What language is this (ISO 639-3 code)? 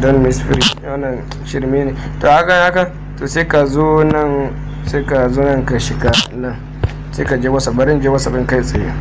hau